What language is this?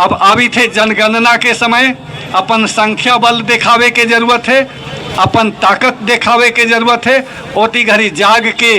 Magahi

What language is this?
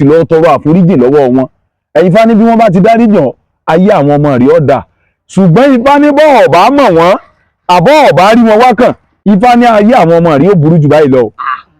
Yoruba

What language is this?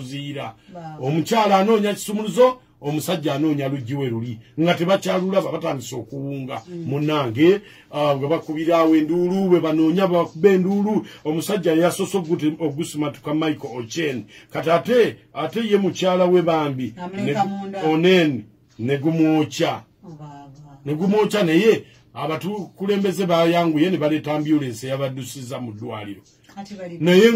Ganda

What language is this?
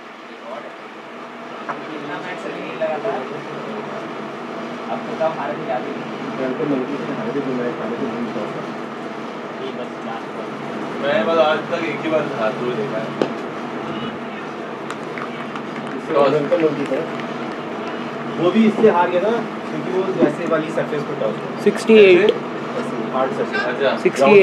Hindi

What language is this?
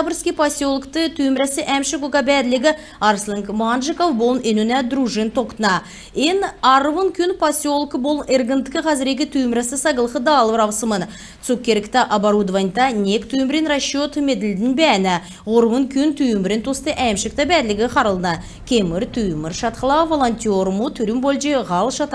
Kalmyk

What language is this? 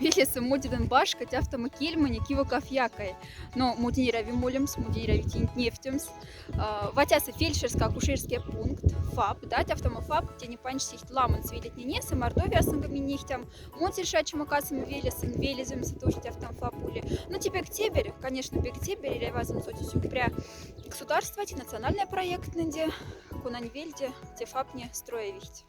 Moksha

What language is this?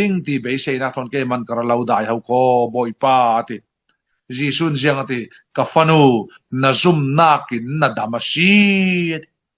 Falam Chin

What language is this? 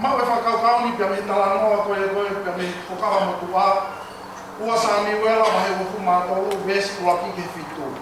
Tongan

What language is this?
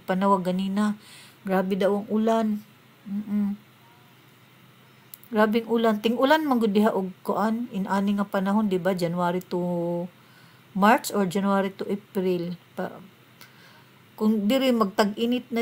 Cebuano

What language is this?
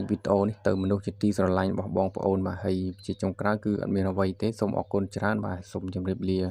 Khmer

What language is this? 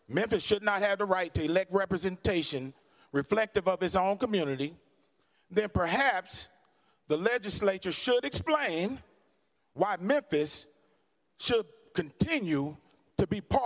English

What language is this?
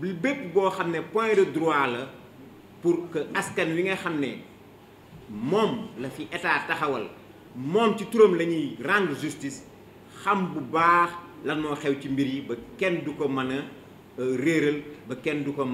Wolof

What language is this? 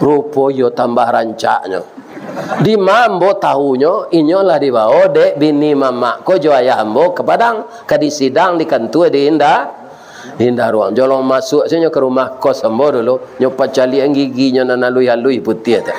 Minangkabau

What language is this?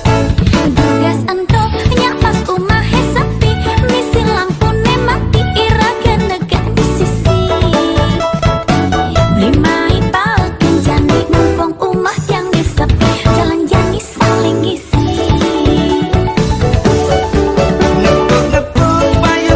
Balinese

